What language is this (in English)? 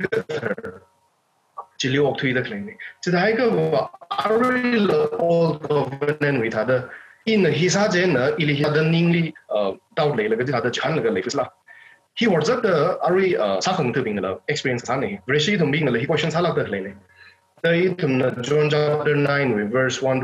Tangkhul Naga (India)